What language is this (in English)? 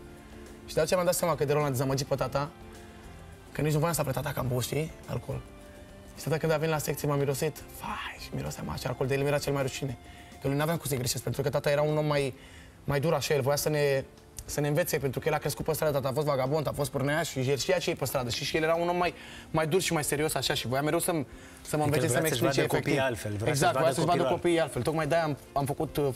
Romanian